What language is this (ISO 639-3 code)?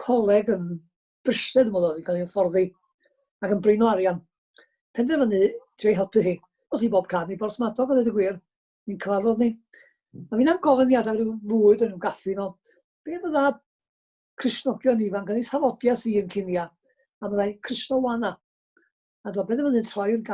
cym